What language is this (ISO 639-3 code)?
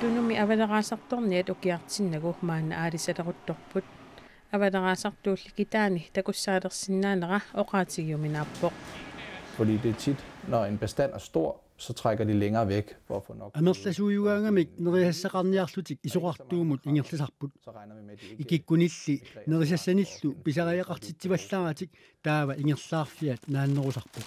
kal